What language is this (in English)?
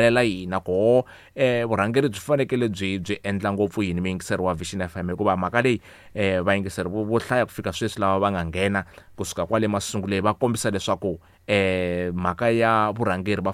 Tsonga